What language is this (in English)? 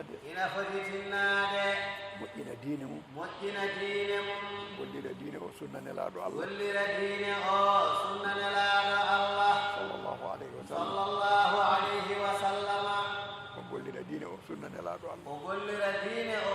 Fula